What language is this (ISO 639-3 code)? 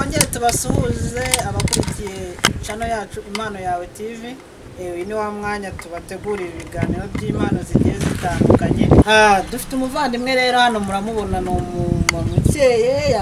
kin